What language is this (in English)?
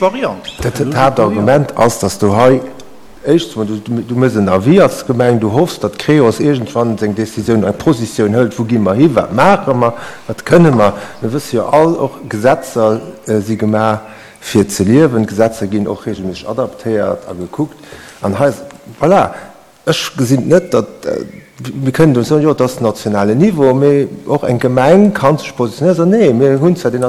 Luxembourgish